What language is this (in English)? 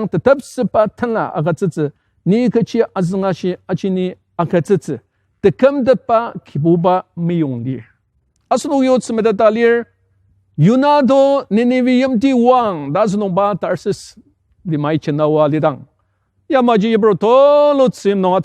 Ao Naga